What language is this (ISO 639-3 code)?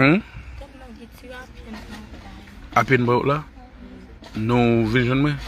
hat